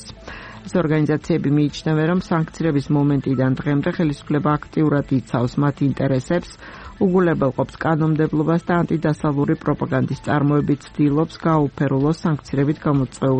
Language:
Georgian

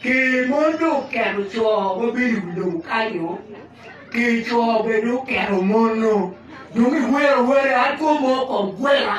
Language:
Acoli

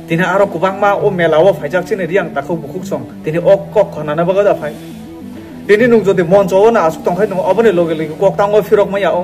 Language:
Kok Borok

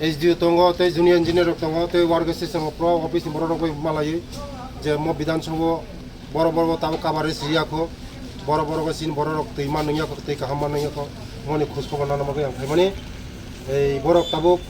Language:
Kok Borok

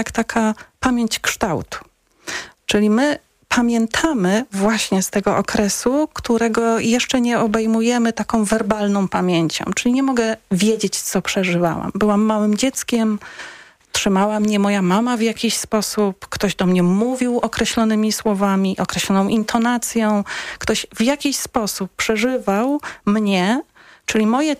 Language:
Polish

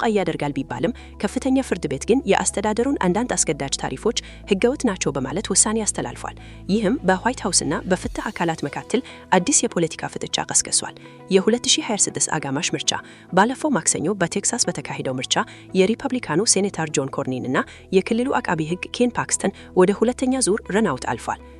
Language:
Amharic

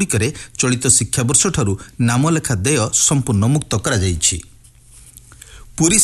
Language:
Odia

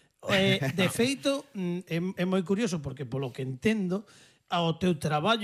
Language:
Galician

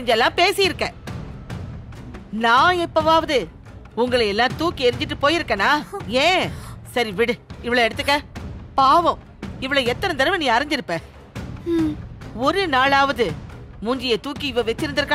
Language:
Tamil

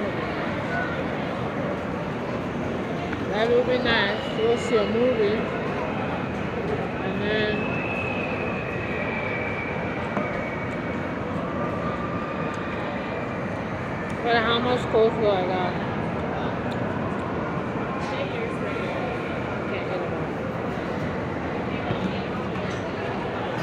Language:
English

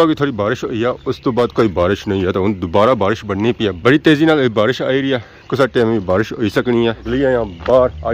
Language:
Pahari-Potwari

